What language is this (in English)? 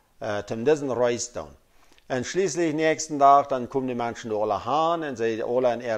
Plautdietsch